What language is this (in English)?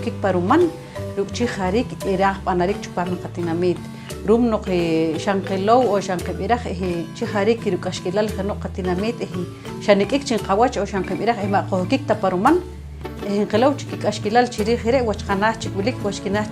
Poqomchi'